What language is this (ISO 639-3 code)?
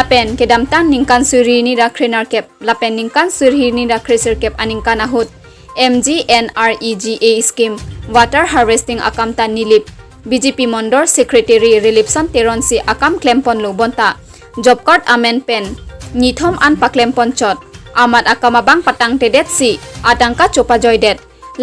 mjw